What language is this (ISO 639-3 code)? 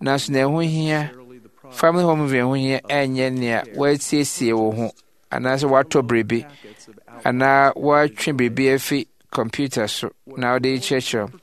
aka